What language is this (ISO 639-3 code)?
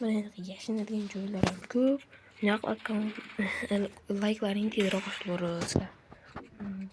uzb